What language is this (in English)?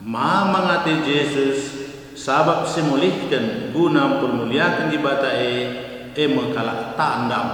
Batak Karo